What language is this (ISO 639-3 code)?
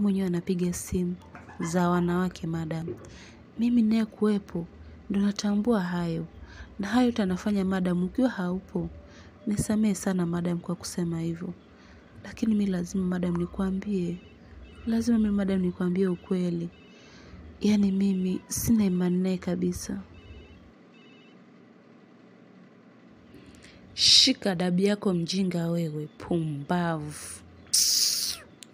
swa